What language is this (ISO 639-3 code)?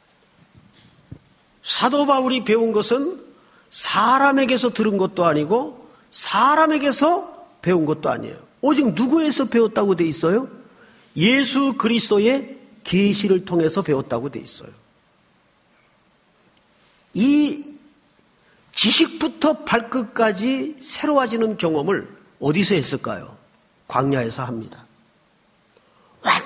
kor